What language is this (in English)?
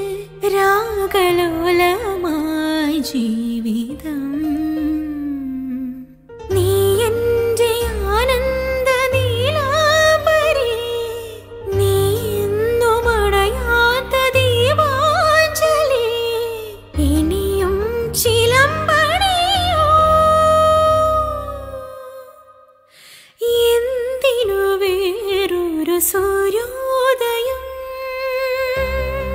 Malayalam